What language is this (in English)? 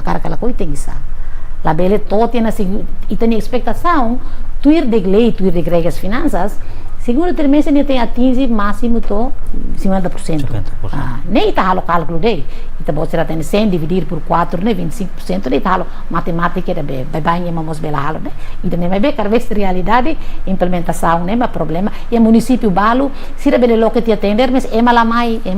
Tetum